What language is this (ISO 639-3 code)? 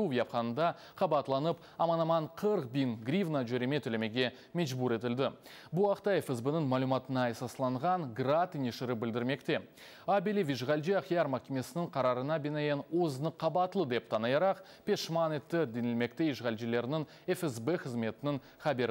crh